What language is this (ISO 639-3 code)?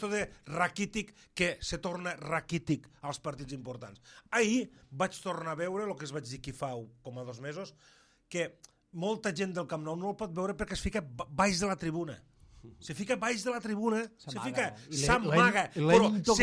cat